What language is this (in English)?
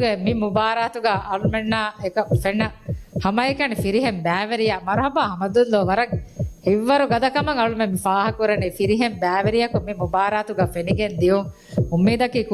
Divehi